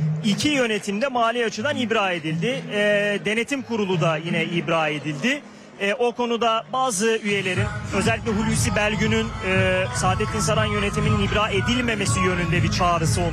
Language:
Turkish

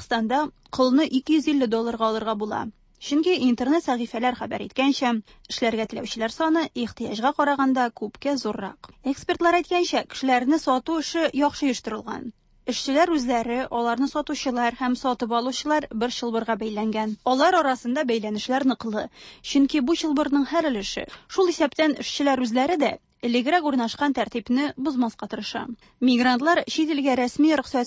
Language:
Tatar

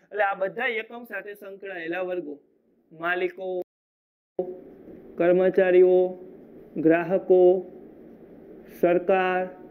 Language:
Gujarati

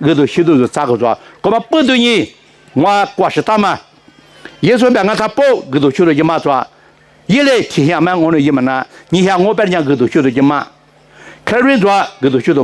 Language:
Lisu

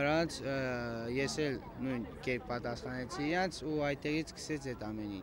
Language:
Armenian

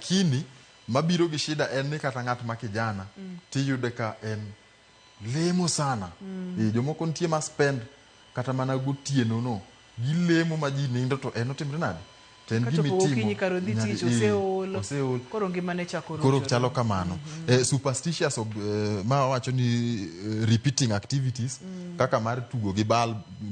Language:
Luo (Kenya and Tanzania)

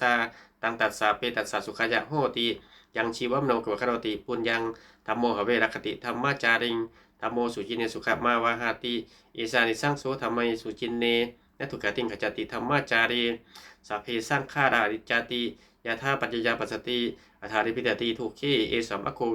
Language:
Pali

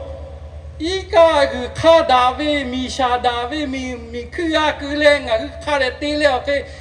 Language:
Lahu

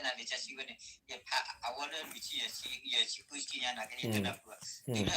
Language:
S'gaw Karen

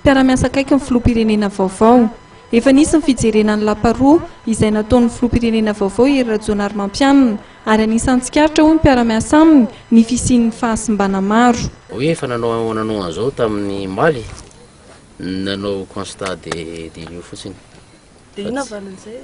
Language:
Malagasy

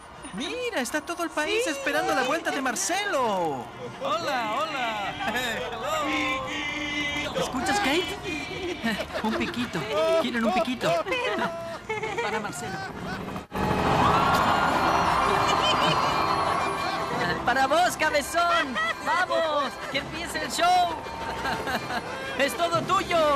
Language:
Spanish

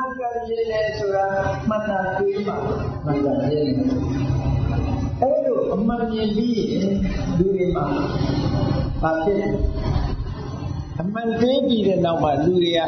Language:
Burmese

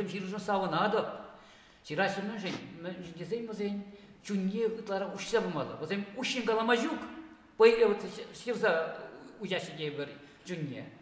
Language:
Chuvash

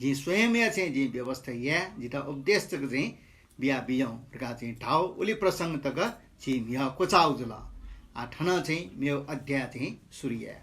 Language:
Newari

